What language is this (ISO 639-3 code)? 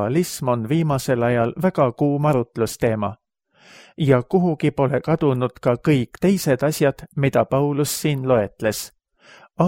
est